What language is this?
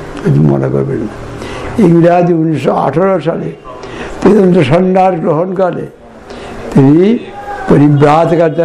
Bangla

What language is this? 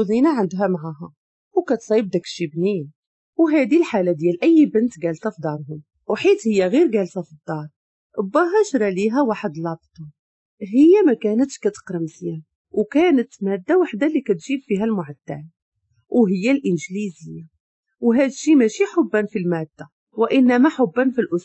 Moroccan Arabic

